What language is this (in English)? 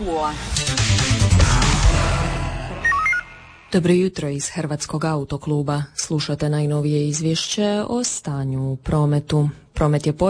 Croatian